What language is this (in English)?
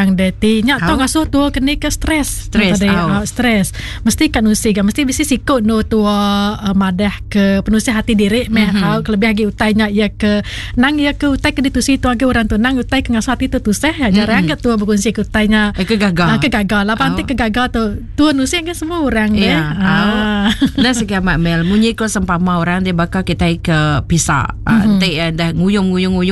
Iban